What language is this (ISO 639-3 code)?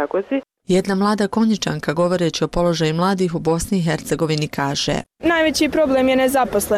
bos